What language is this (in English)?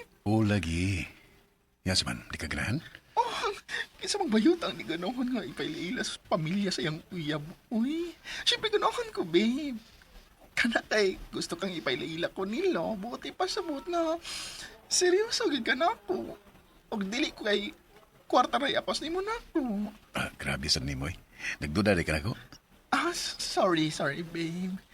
Cebuano